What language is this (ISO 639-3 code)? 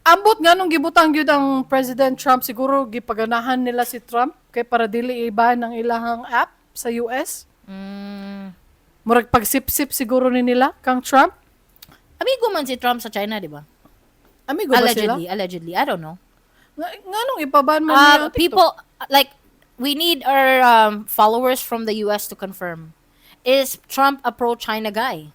ceb